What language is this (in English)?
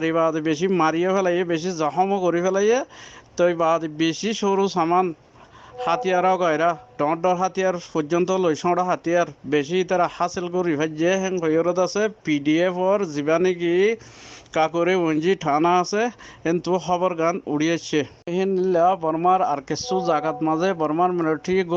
Rohingya